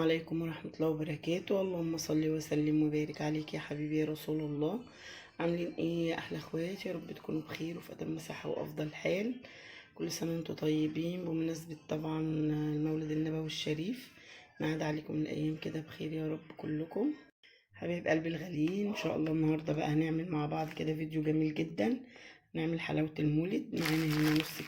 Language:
Egyptian Arabic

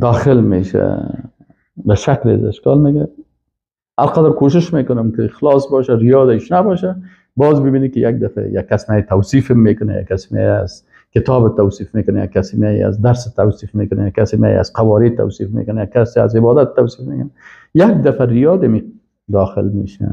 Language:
Persian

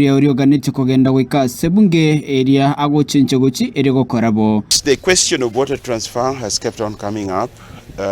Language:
Gusii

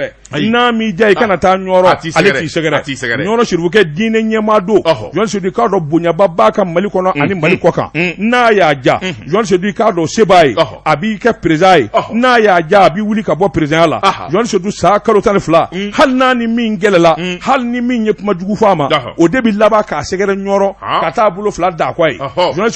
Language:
Bambara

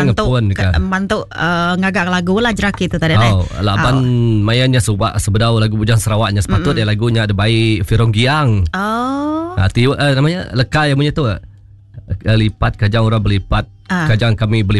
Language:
Iban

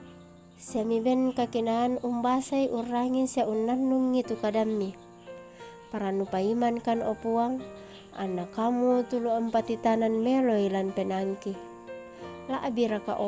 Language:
Toraja-Sa'dan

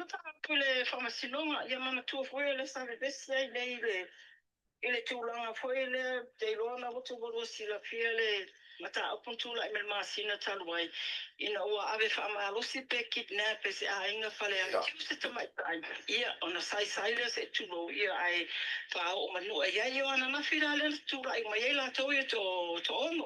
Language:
Samoan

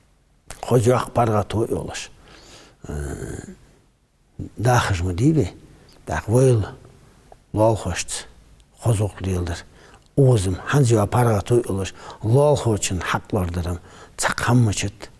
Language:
Ingush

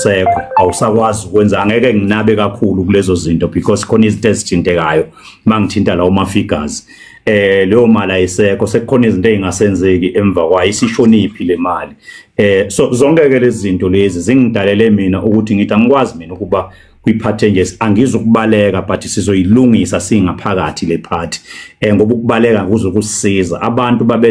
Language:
Zulu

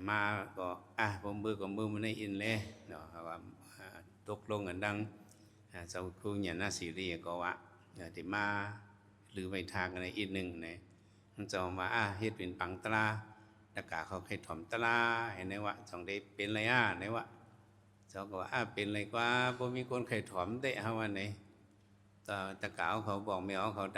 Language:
Shan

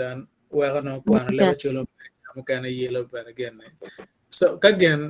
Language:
Acoli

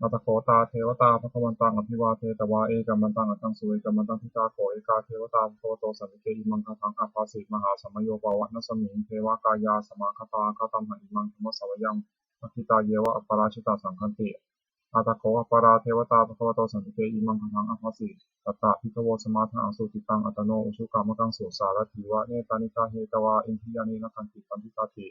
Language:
Pali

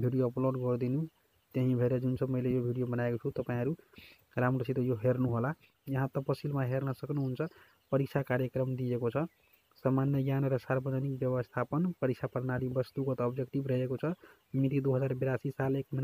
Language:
Nepali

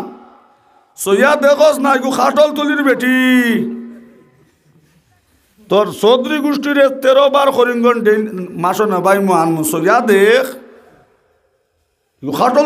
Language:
Sylheti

